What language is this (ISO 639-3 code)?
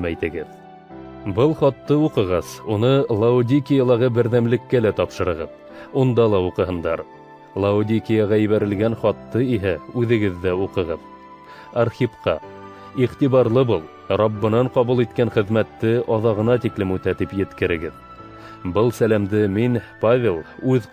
bak